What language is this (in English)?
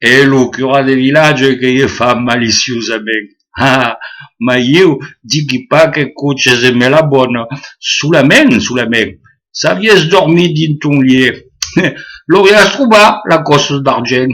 Occitan